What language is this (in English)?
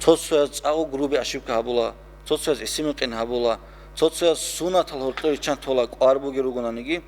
Avaric